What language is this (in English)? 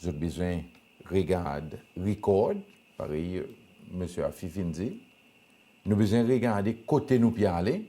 Seselwa Creole French